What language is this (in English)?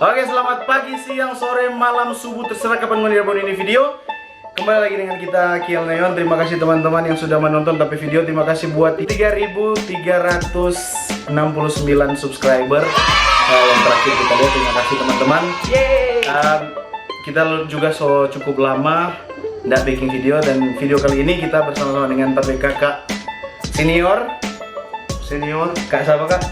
Manado Malay